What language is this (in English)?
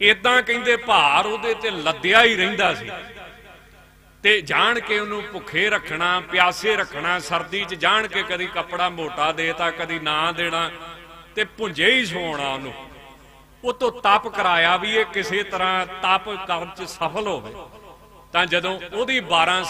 Punjabi